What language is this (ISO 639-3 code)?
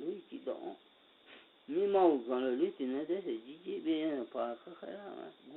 ahk